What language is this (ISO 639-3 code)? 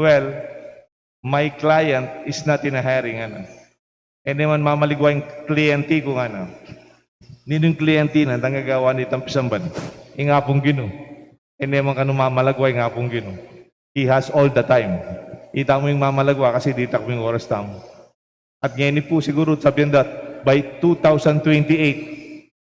pam